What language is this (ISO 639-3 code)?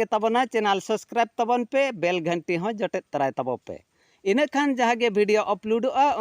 sat